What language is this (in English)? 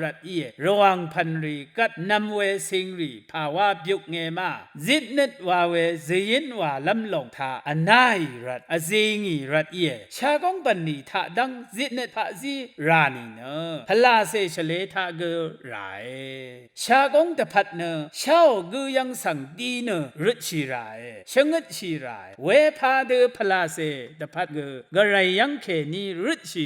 Rawang